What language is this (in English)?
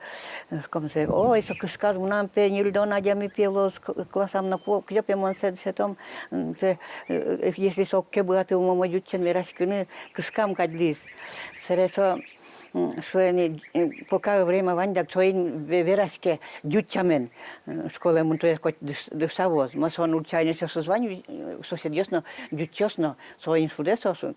Udmurt